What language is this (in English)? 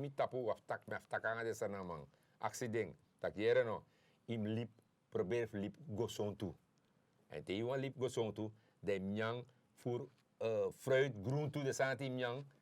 Sranan Tongo